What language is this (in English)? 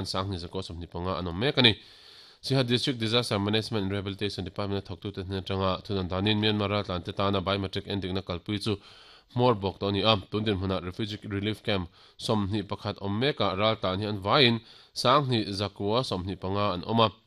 Mizo